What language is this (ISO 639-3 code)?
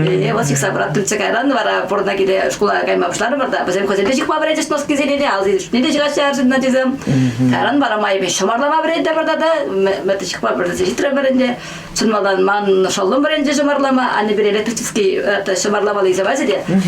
chv